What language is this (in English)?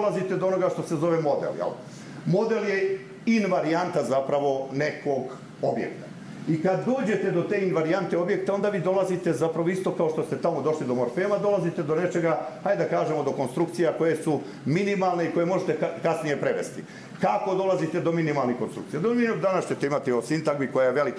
Croatian